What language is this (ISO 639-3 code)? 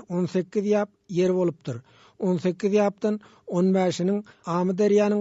tuk